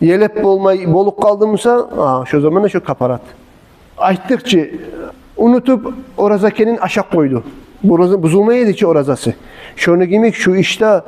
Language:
Kumyk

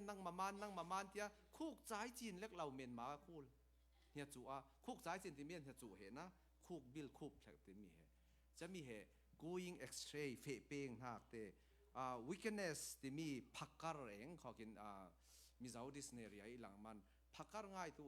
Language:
Falam Chin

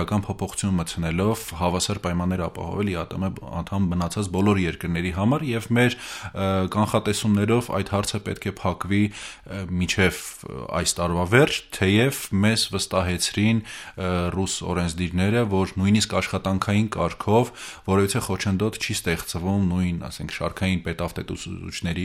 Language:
Armenian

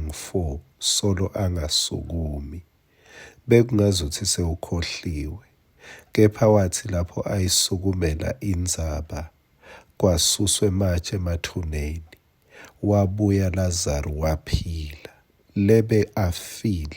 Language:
Swati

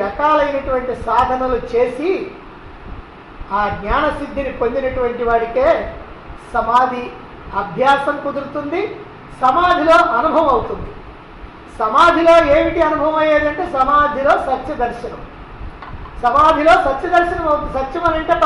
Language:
Telugu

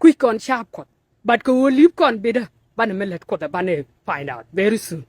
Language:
Nuer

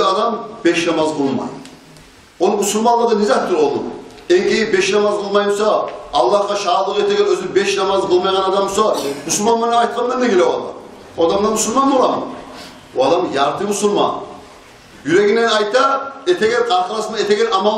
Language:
Kumyk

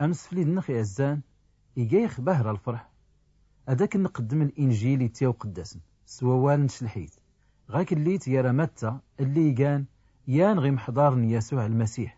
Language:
Tachelhit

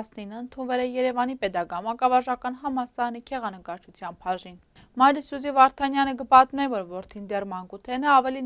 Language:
Armenian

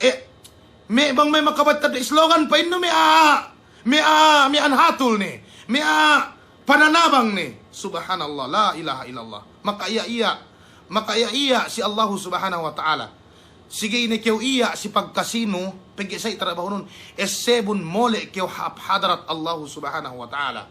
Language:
Yakan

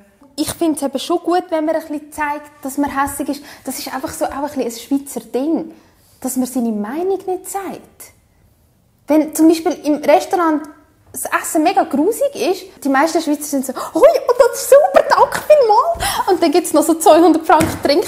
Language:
Swiss German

